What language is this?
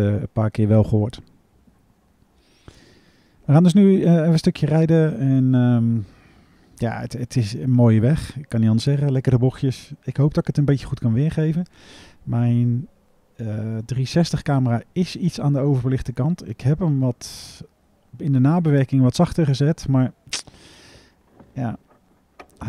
Dutch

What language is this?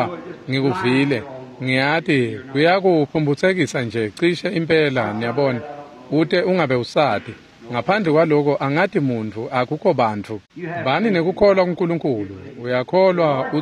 Swati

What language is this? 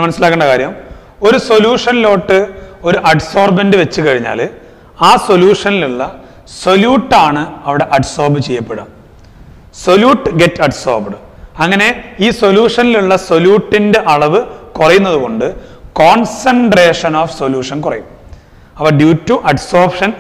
Malayalam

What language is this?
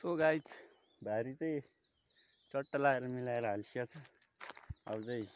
Nepali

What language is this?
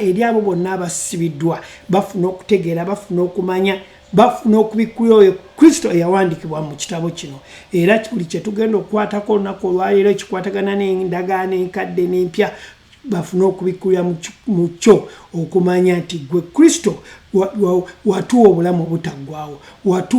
Ganda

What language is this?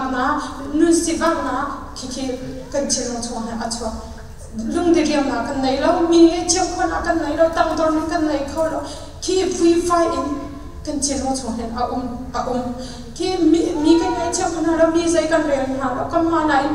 Hakha Chin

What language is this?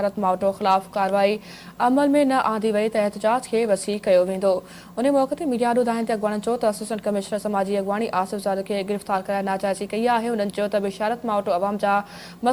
Sindhi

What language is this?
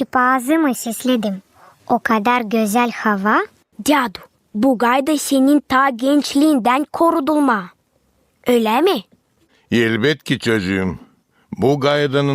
Gagauz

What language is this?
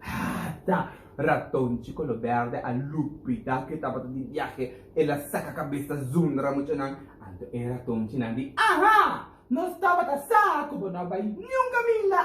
Papiamento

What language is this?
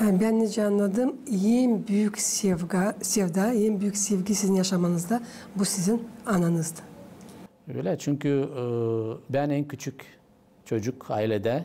Gagauz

